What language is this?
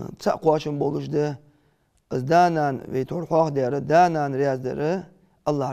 Ingush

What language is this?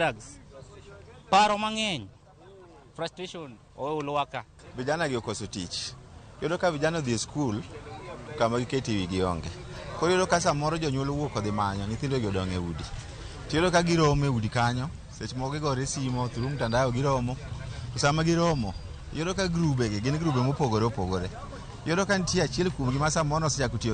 Luo (Kenya and Tanzania)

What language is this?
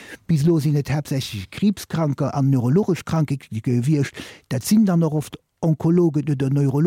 Luxembourgish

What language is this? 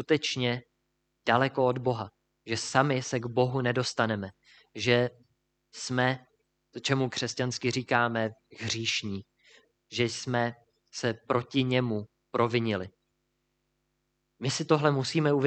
Czech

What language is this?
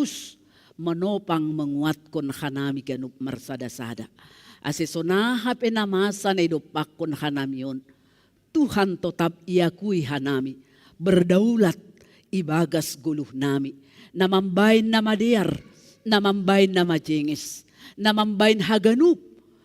Batak Simalungun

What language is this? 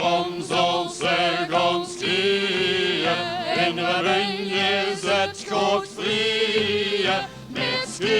Limburgish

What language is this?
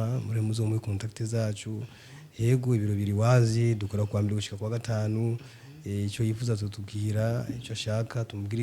Rundi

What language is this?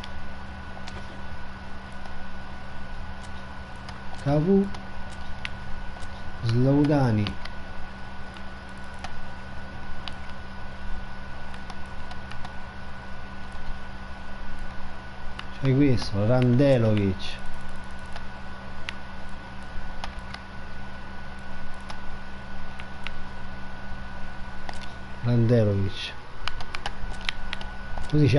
Italian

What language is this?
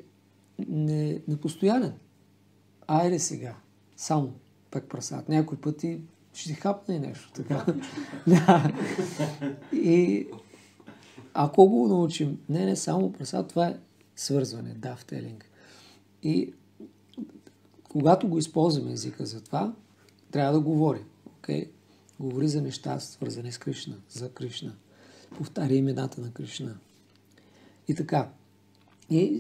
Bulgarian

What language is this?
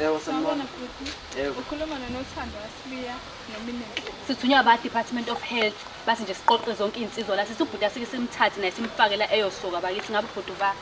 Zulu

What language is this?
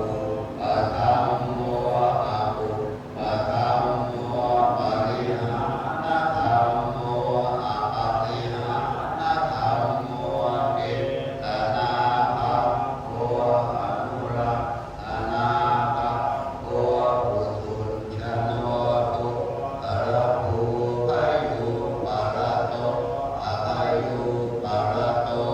Pali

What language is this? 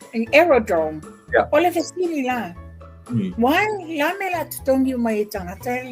Samoan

